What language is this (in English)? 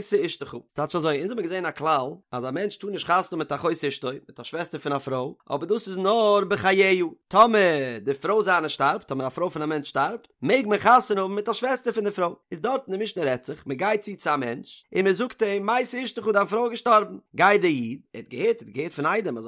Yiddish